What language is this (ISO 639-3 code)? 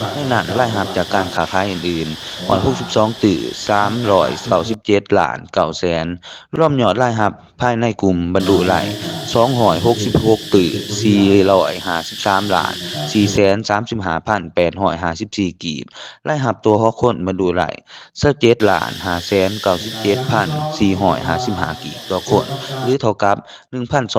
lao